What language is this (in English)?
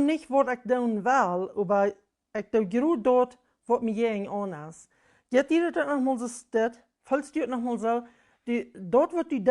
Plautdietsch